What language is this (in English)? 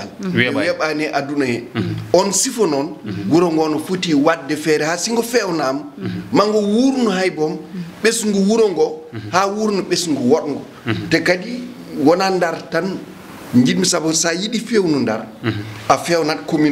Fula